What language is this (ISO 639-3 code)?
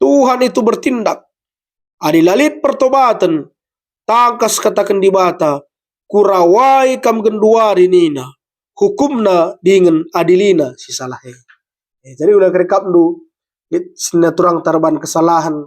btx